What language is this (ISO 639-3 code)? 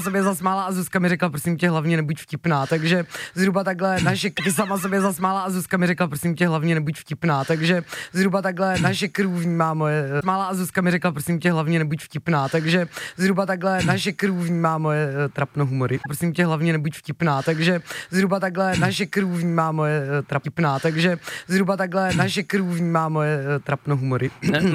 ces